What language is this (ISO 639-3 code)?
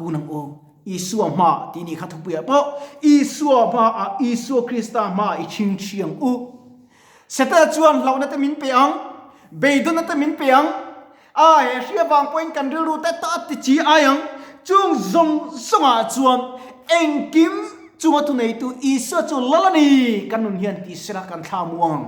lus